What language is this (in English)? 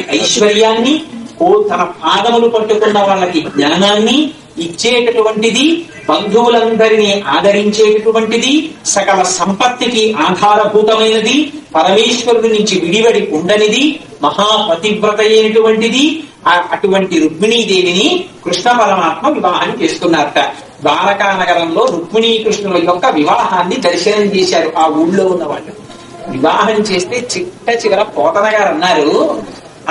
Telugu